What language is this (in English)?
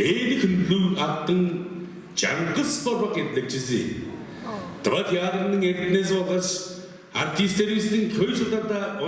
Tuvinian